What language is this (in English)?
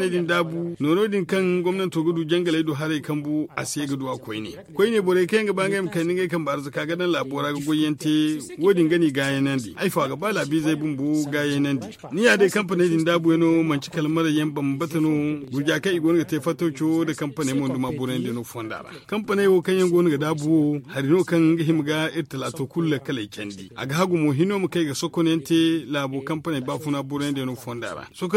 Zarma